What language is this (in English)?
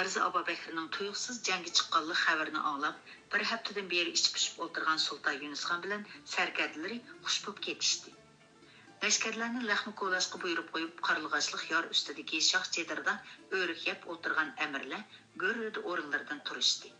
Uyghur